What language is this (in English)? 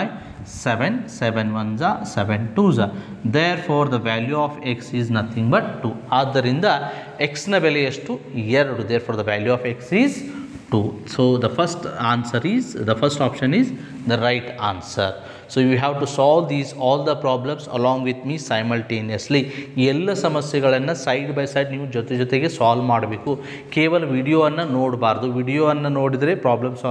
Kannada